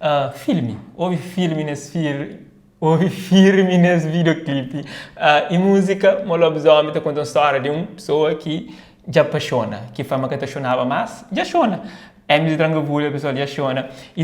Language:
Kabuverdianu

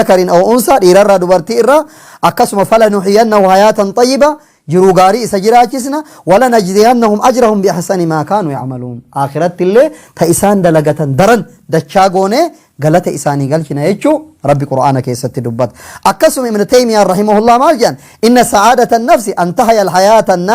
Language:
Oromo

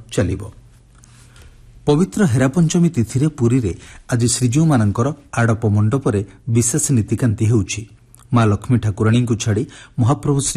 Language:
Odia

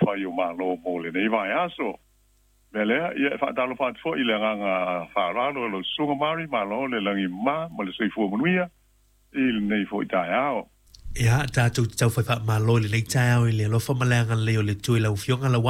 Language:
Samoan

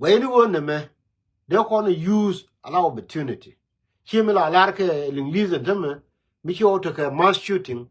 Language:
Nuer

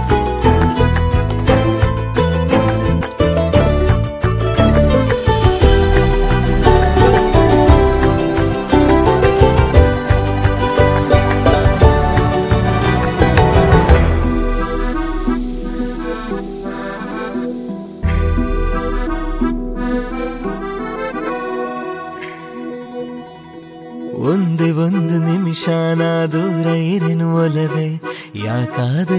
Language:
Kannada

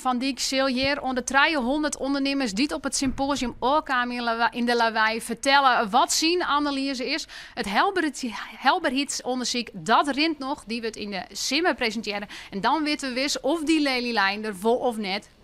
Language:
Western Frisian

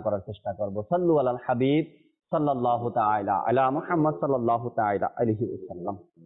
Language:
Bangla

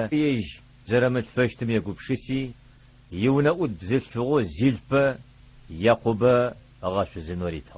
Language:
Adyghe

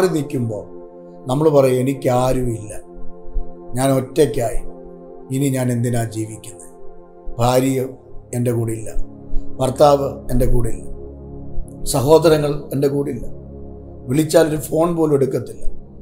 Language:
Malayalam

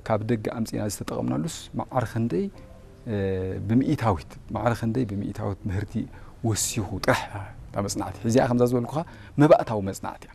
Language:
Tigrinya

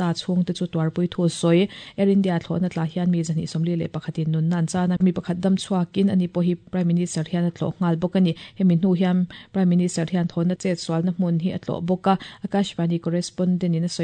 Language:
Mizo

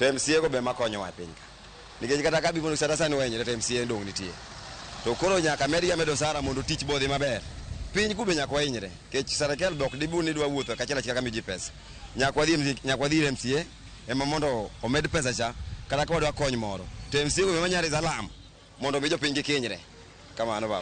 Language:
Luo (Kenya and Tanzania)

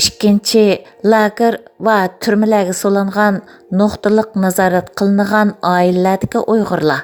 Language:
Uyghur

